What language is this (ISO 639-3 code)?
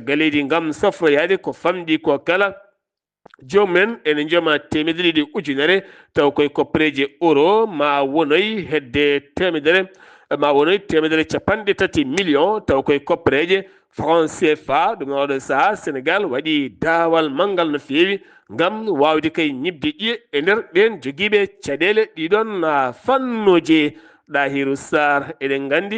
ful